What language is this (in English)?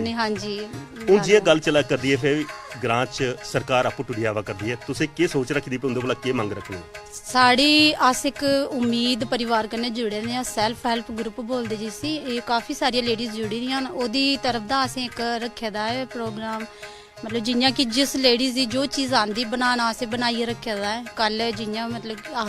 Dogri